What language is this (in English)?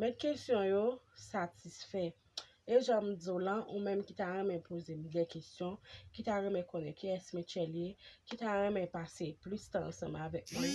Haitian Creole